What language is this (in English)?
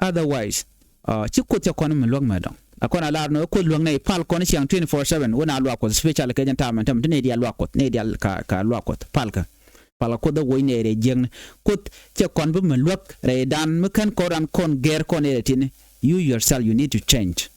Nuer